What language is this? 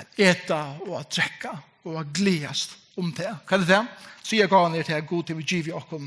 Faroese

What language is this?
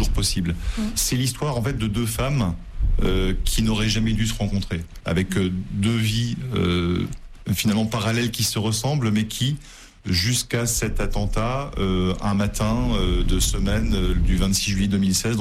French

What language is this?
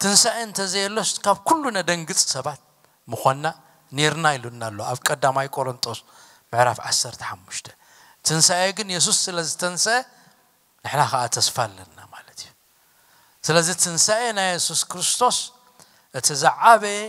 Tigrinya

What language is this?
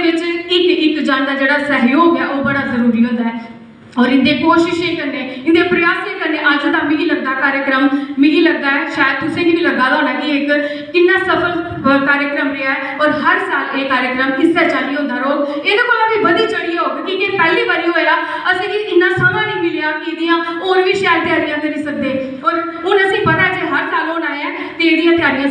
Dogri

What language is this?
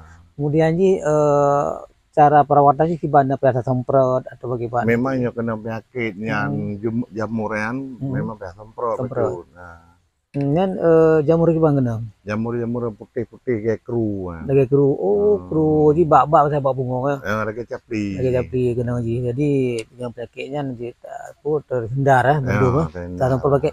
Achinese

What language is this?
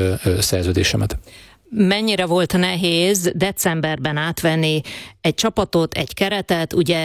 Hungarian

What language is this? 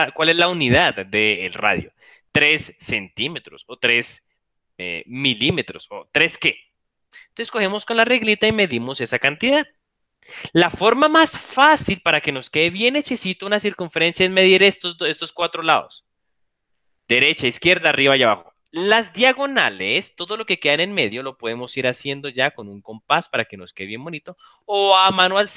Spanish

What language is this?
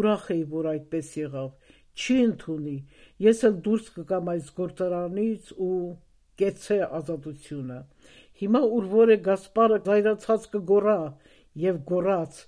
Armenian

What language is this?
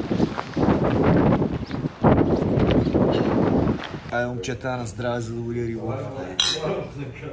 Bulgarian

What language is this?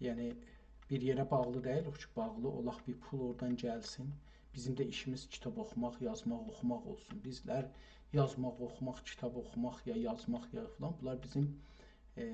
South Azerbaijani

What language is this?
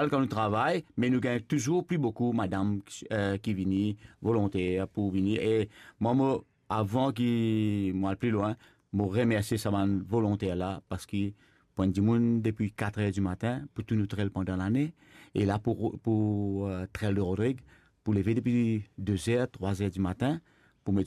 Morisyen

